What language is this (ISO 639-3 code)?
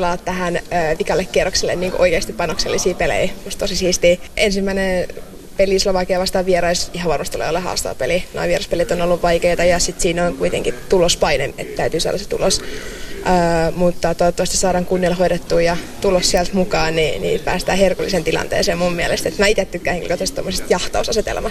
fin